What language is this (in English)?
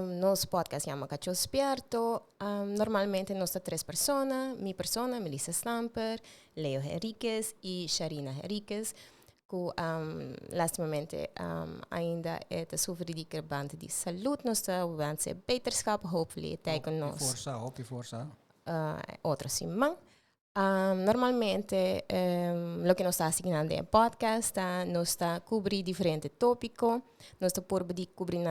Papiamento